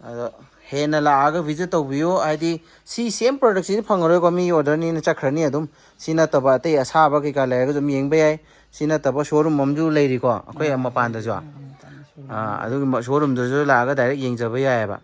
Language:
Manipuri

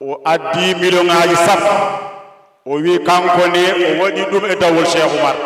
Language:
Fula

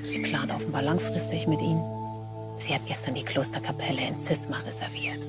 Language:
German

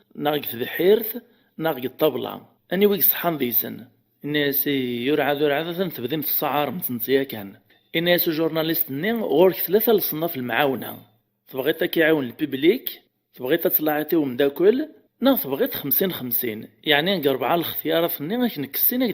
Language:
Kabyle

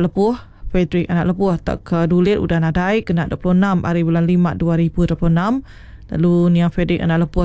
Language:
Iban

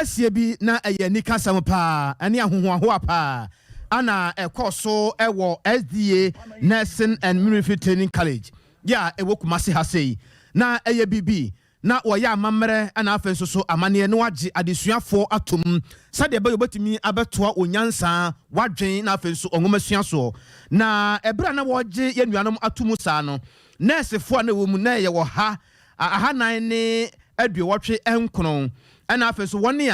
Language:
Akan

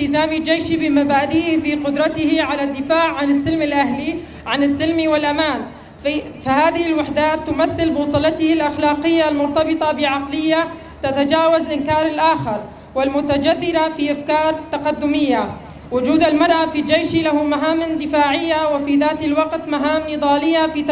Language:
Kurdish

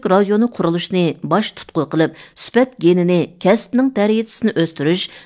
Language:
Uyghur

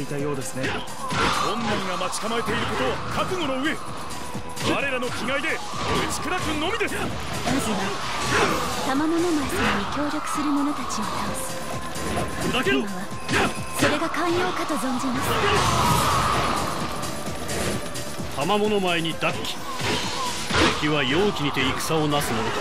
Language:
Japanese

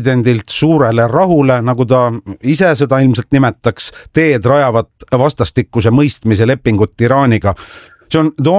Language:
Estonian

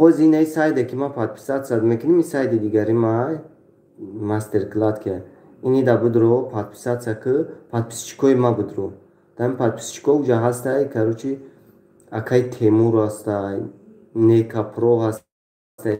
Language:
Tajik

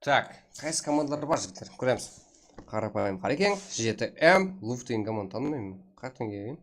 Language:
Kara-Kalpak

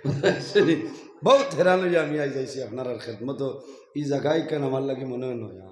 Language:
Sylheti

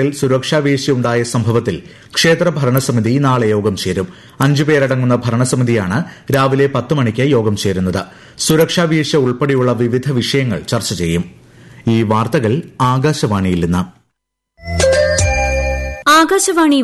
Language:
Malayalam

